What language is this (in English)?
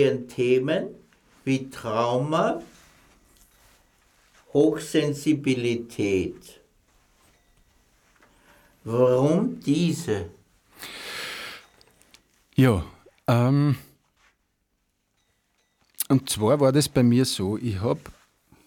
German